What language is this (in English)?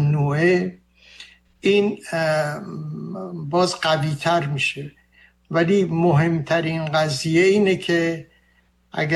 Persian